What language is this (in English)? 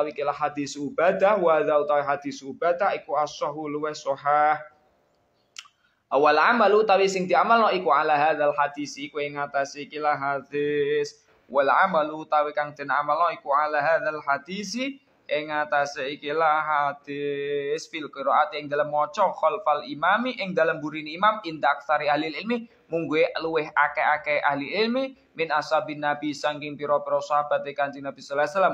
Javanese